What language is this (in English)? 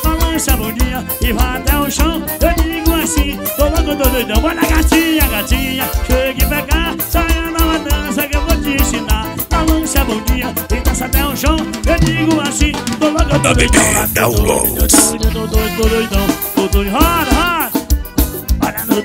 Portuguese